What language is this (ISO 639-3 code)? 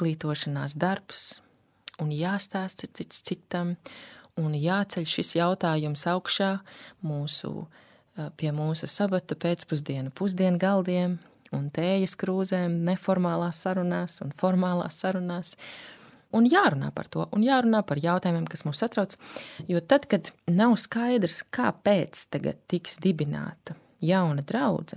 lav